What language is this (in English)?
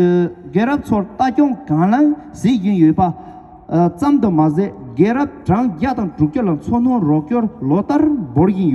Tibetan